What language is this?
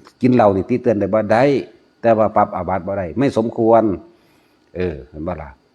Northeastern Thai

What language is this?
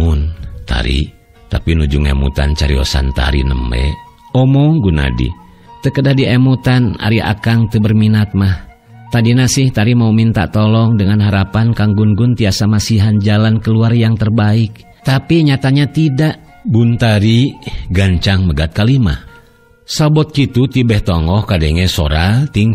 Sundanese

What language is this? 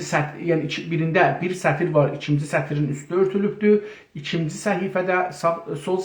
South Azerbaijani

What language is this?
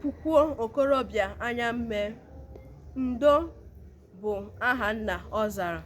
Igbo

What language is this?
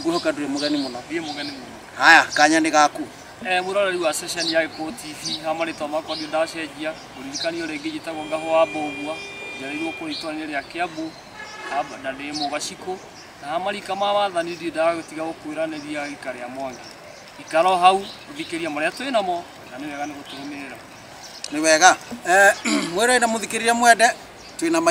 Kikuyu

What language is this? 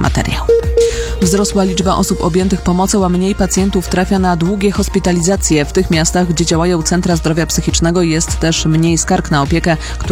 Polish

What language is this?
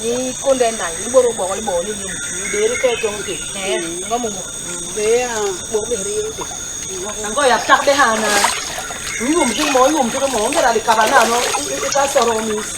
Basaa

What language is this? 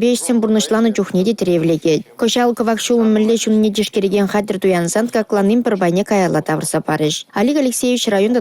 Chuvash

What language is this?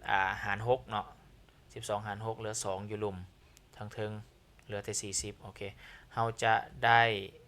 Lao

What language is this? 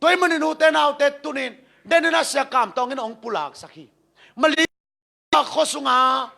Tedim Chin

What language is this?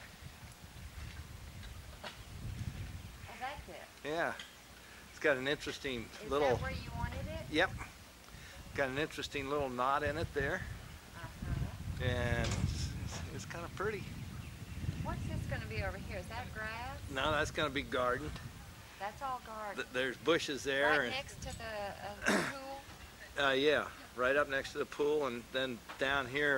English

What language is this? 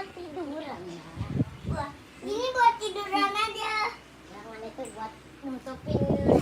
Betawi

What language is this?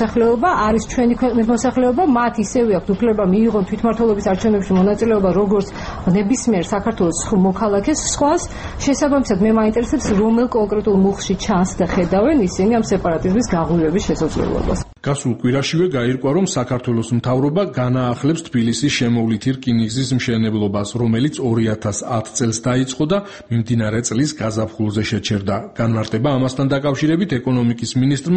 Georgian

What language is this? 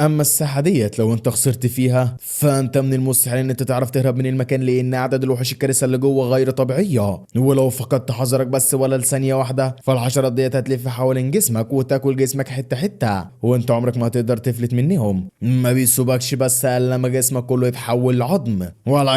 Egyptian Arabic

